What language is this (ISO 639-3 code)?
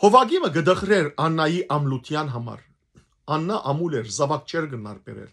hyw